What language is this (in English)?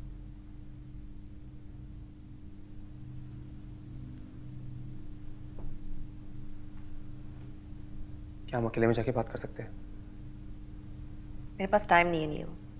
Hindi